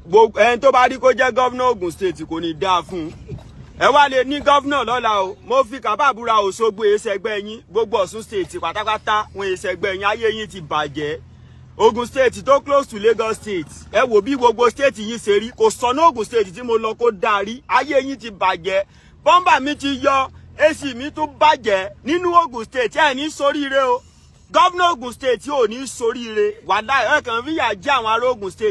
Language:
Yoruba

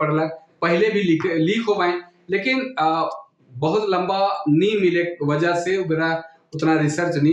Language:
Sadri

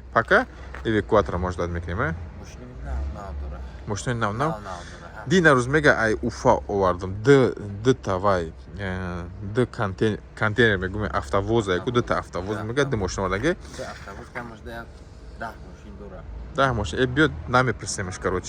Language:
Tajik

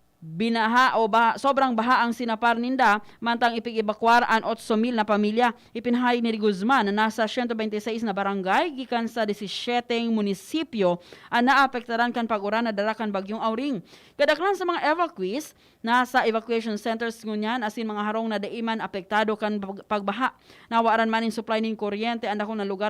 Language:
Bikol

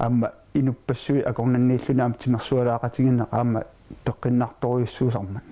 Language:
Kalaallisut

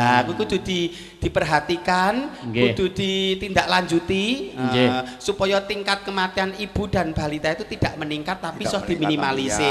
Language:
Javanese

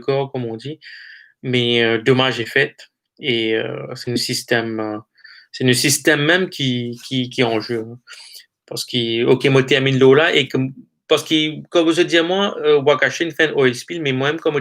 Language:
Morisyen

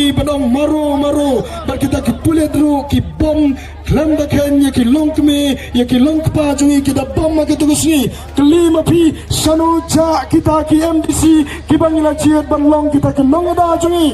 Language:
Khasi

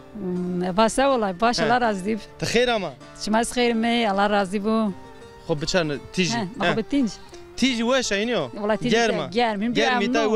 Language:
Zaza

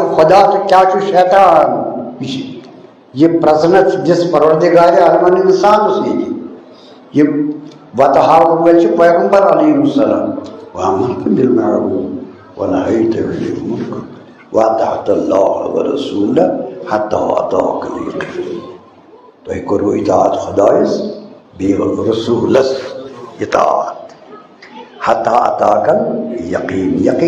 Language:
Kashmiri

